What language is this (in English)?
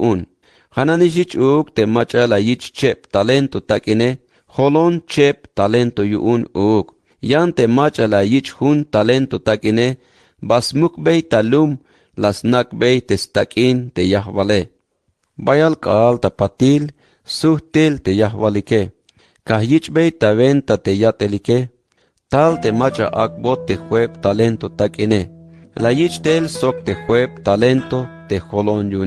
Tzeltal